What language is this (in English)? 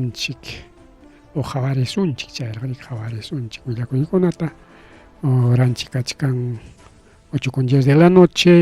Ayacucho Quechua